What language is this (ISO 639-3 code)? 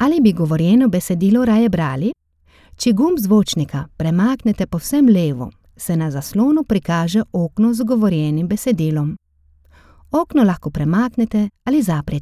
slv